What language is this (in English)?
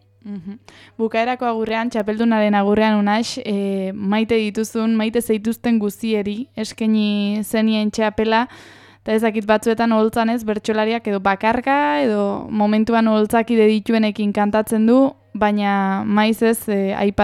Basque